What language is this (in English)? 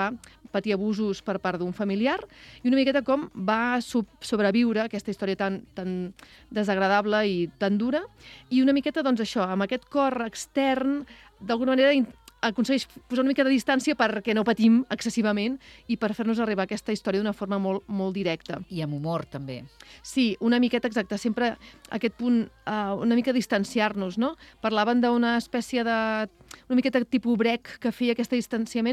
Catalan